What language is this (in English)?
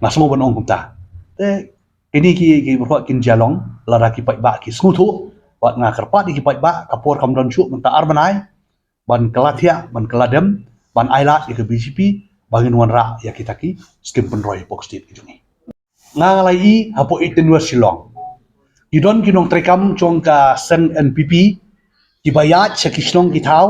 Khasi